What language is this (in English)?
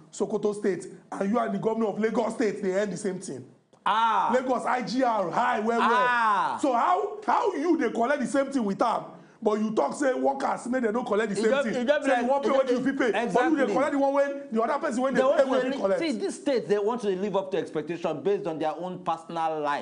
Nigerian Pidgin